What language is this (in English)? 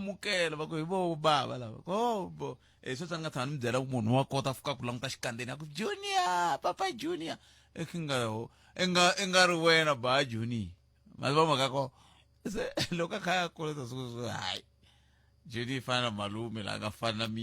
Tsonga